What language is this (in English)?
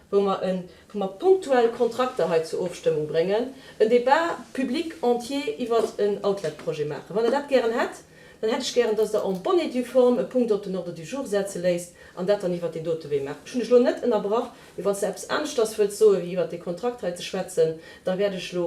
Luxembourgish